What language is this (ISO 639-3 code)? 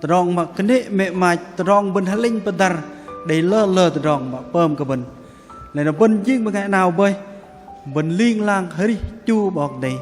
bdq